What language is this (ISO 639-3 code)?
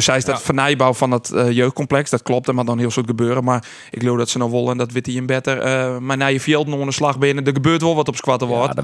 fry